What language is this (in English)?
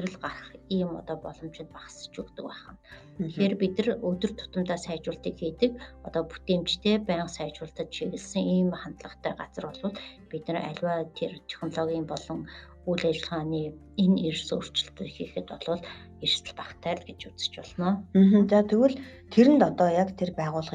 Mongolian